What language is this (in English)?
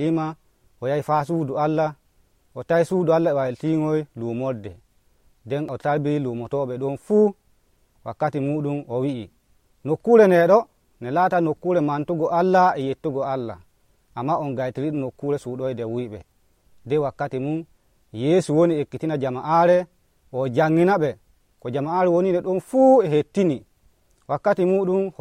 Nigerian Fulfulde